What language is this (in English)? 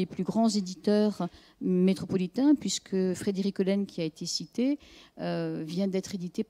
French